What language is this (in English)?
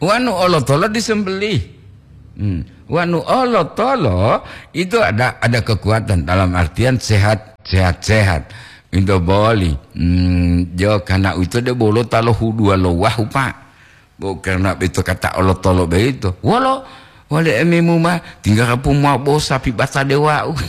Gorontalo